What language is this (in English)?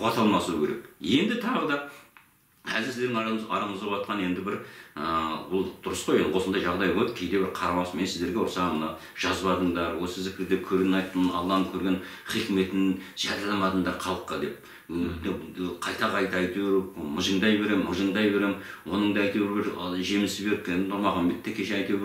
Kazakh